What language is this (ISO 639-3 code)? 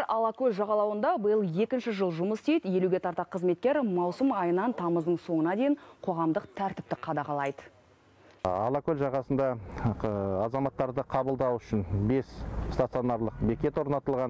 kaz